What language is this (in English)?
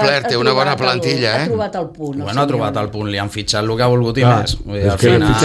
Catalan